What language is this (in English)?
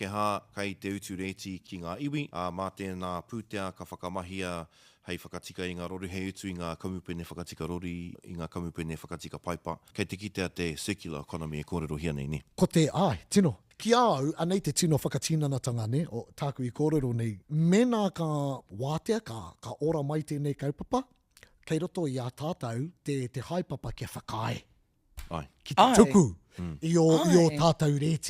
Māori